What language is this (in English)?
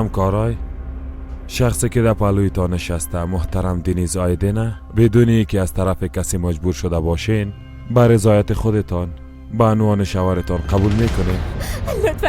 Persian